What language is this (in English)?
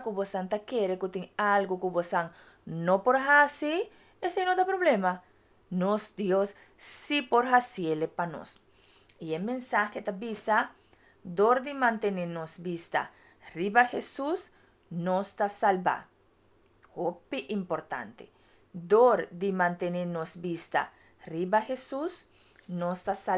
Papiamento